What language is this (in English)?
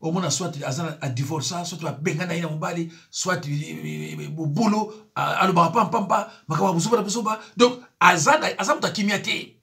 Lingala